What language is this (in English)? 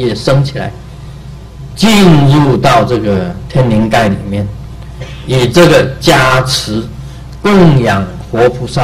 Chinese